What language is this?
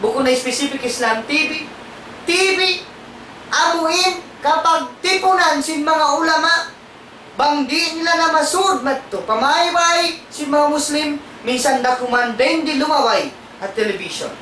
Tausug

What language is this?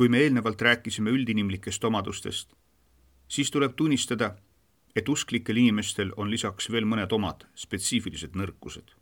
Estonian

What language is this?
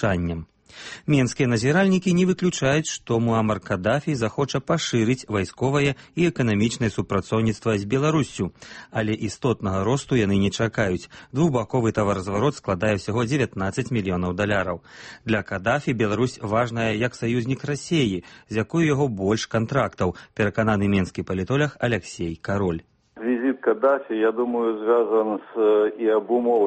Belarusian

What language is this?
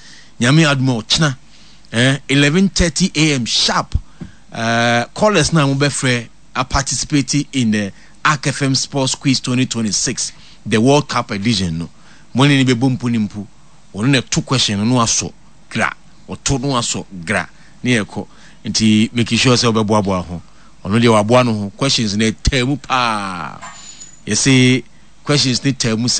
Akan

